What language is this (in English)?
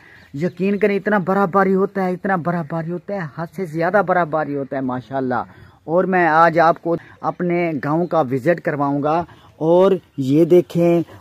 Saraiki